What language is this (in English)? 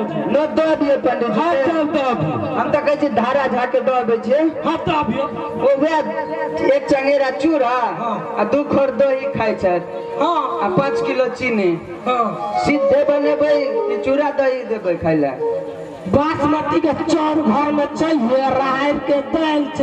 Maithili